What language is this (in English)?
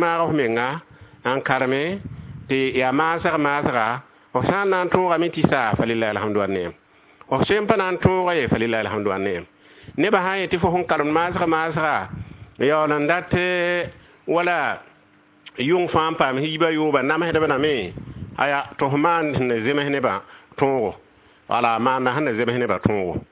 Mossi